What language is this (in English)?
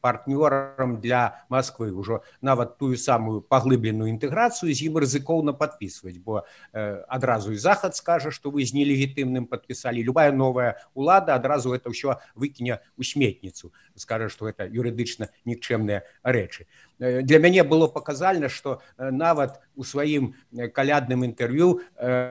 Belarusian